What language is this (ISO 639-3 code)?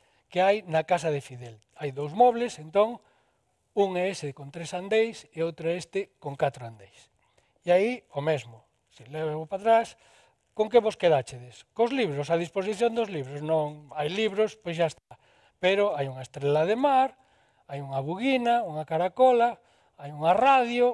glg